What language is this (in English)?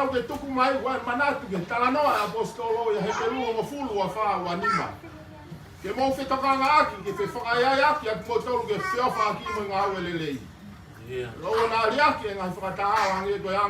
Tongan